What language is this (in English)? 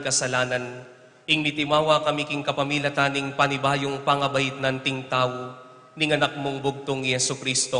Pampanga